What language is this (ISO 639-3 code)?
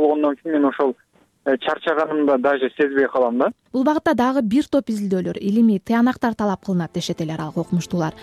kir